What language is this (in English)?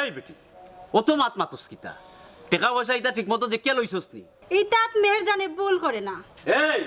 Sylheti